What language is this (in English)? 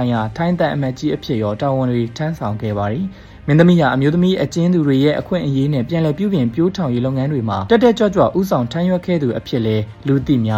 Burmese